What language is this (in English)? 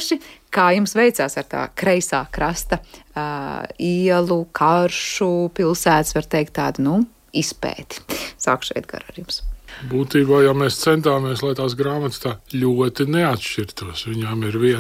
Latvian